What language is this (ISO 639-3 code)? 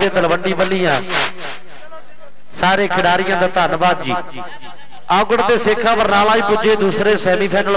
pan